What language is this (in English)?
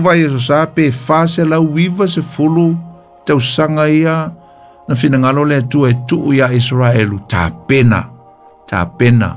Samoan